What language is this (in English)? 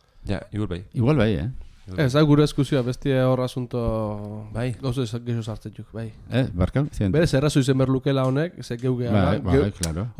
Basque